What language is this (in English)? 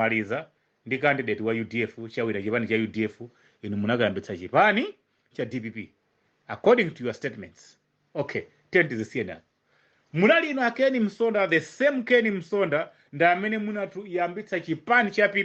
Nyanja